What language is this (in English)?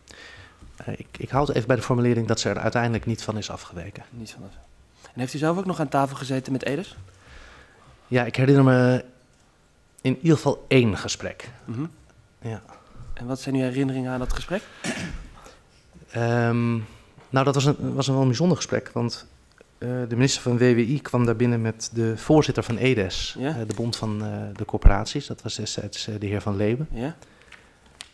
Dutch